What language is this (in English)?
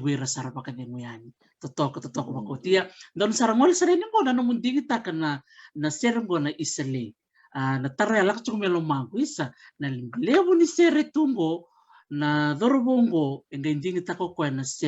Fijian